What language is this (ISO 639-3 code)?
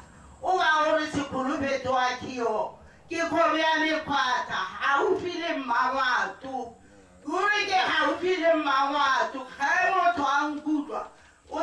tsn